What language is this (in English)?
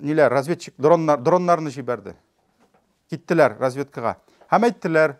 Tatar